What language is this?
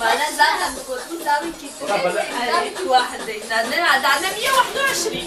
Kurdish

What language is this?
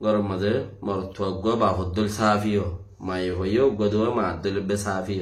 Rohingya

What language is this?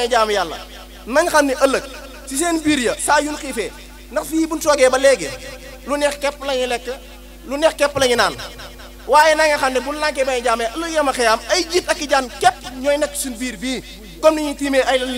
Wolof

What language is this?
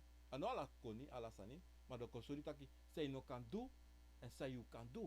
Sranan Tongo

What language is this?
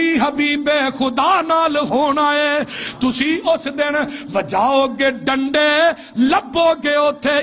Western Panjabi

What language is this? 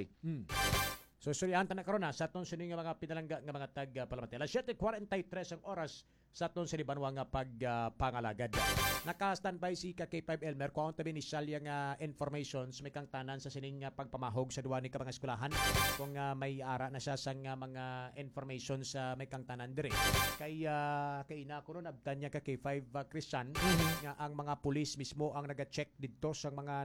Hiligaynon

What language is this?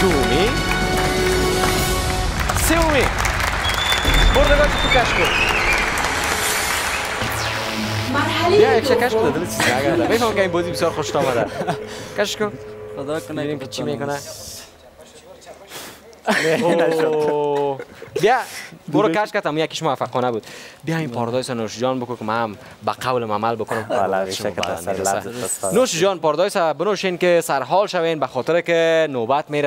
Persian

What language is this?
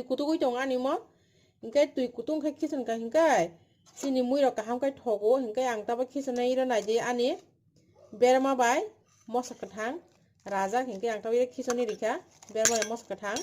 Kok Borok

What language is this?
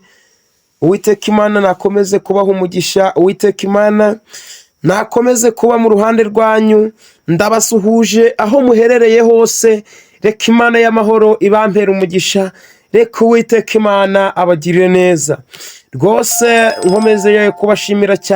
Kinyarwanda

